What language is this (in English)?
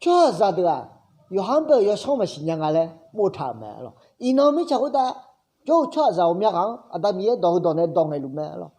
Akha